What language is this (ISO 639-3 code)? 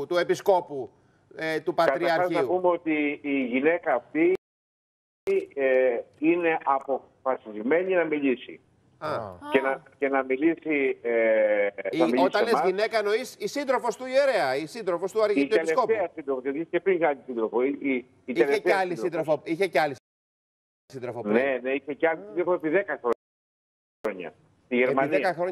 ell